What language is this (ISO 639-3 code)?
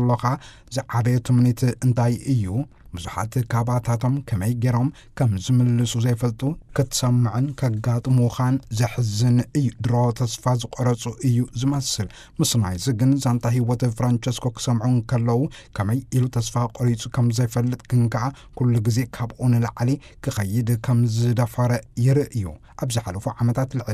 tir